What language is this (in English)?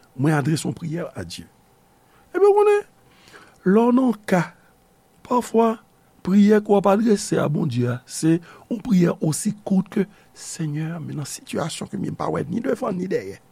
Haitian Creole